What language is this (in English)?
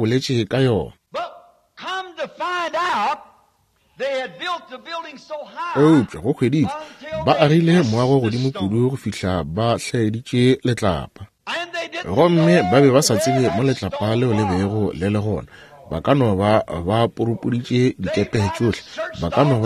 Northern Sotho